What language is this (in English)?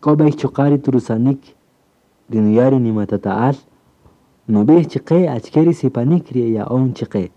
Kaqchikel